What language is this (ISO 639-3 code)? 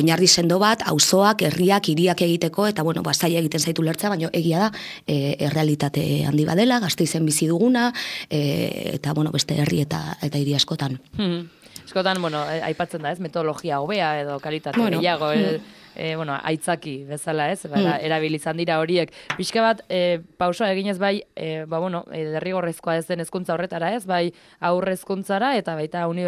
eus